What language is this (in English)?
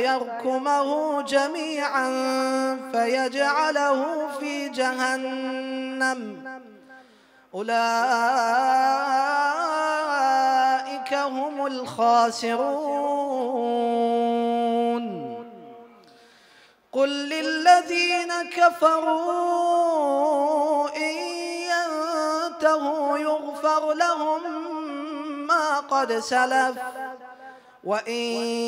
Arabic